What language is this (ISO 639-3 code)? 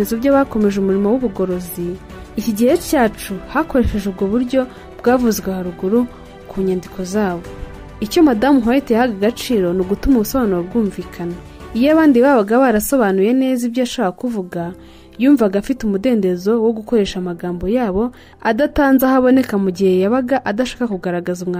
kin